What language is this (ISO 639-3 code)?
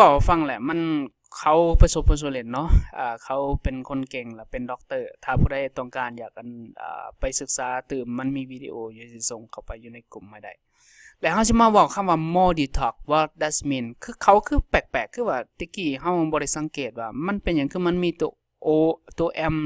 lao